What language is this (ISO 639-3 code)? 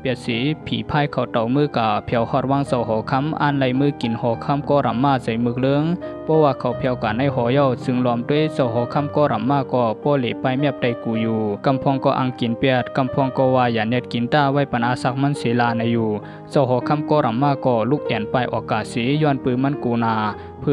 shn